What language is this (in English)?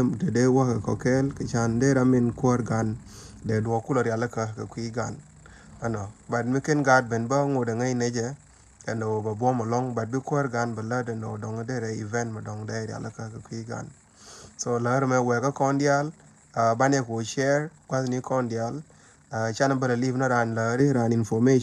Nuer